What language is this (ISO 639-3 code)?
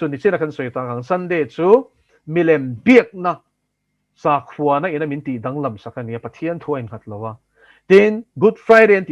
lus